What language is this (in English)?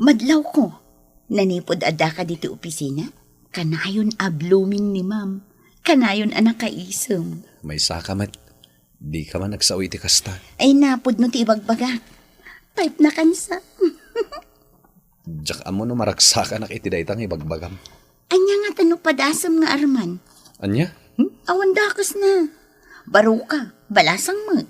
Iloko